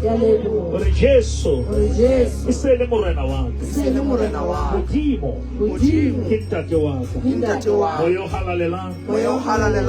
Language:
Southern Sotho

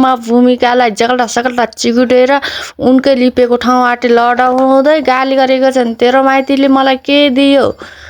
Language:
Nepali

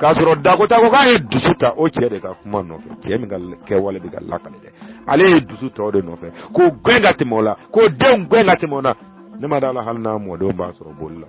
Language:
Bambara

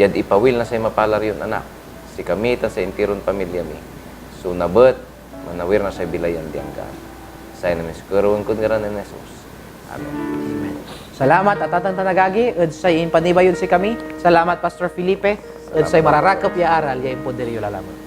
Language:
Pangasinan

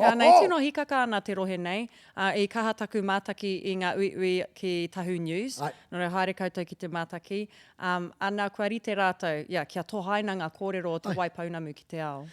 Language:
Māori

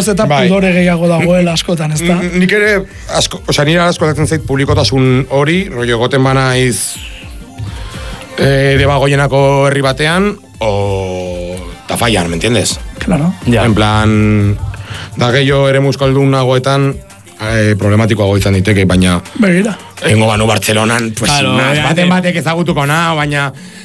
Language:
Basque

